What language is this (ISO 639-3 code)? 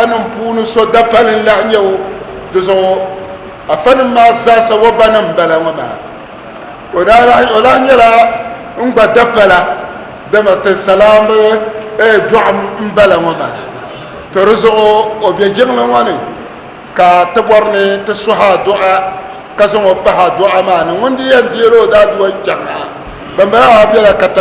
dag